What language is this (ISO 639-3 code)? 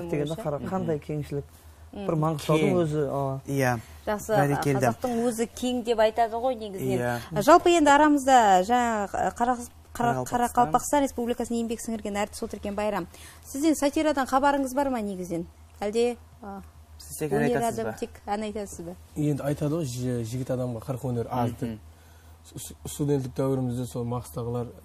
kaa